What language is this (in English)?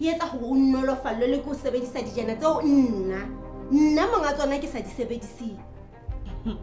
Southern Sotho